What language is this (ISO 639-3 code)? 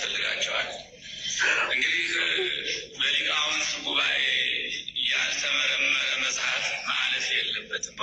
amh